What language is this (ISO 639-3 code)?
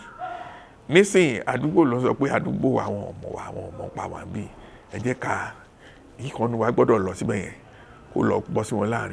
yor